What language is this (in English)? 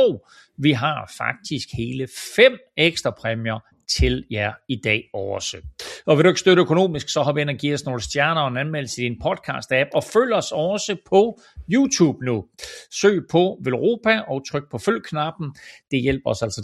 Danish